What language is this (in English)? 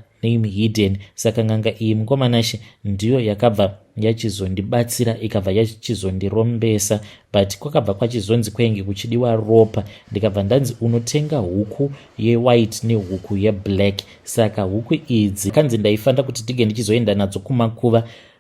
Shona